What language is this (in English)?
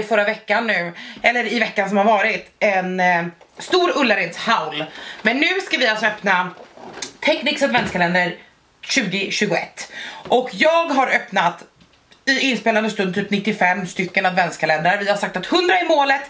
Swedish